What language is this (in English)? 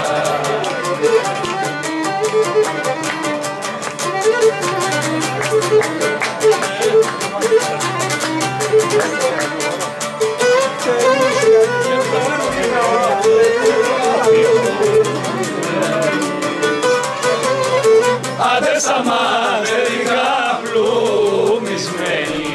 Greek